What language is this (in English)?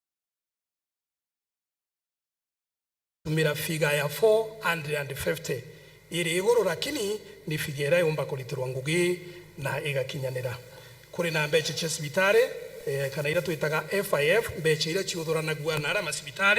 Meru